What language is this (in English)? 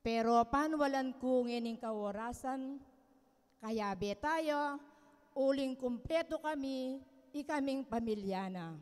Pampanga